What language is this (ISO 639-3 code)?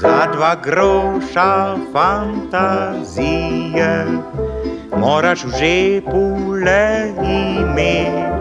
slv